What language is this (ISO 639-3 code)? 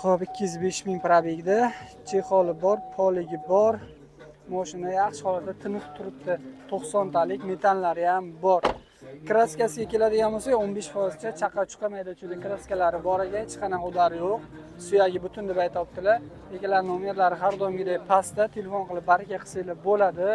uzb